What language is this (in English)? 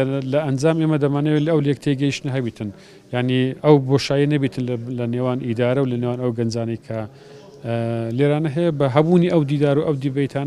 Central Kurdish